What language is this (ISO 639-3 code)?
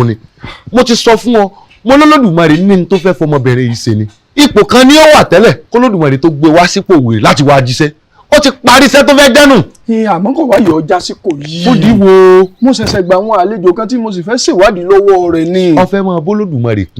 yor